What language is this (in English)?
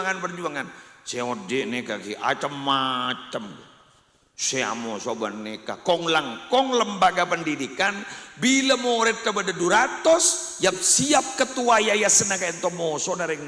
Madurese